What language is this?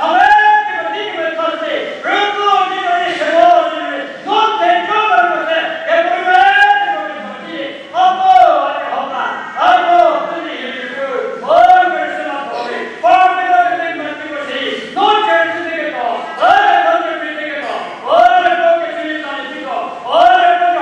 Chokri Naga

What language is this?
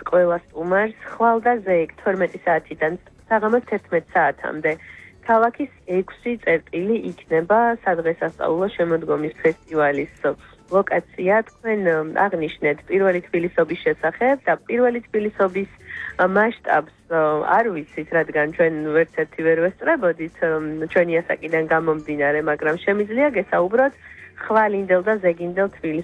Georgian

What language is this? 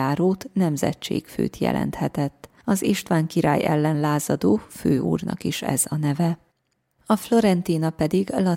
Hungarian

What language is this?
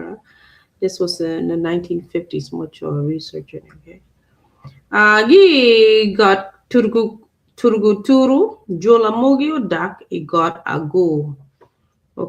Acoli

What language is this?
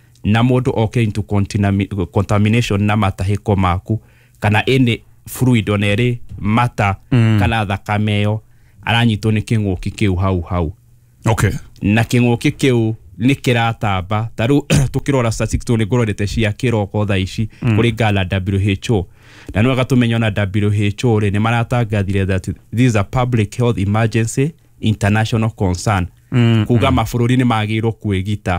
Kikuyu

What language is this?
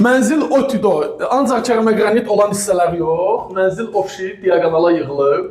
Azerbaijani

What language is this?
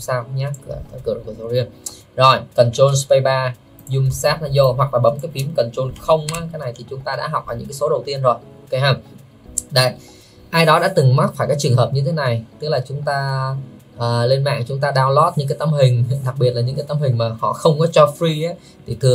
Vietnamese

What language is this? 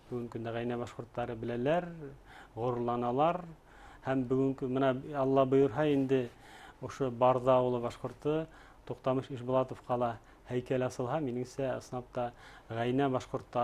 Bashkir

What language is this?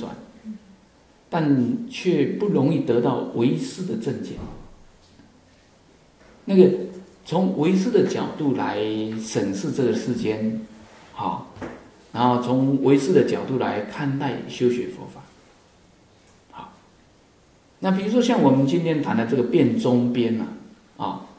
Chinese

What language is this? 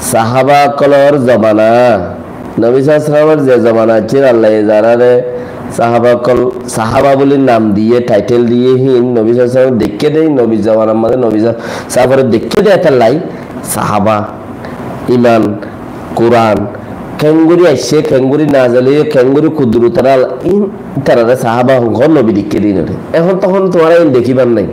Rohingya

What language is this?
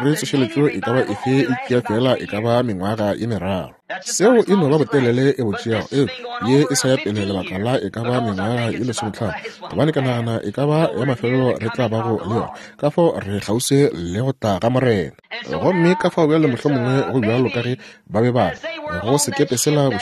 Northern Sotho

